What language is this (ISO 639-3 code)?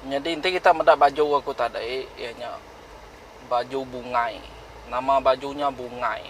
iba